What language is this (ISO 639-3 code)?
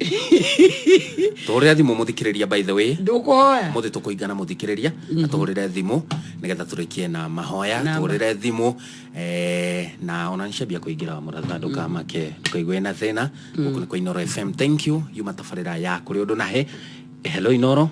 kik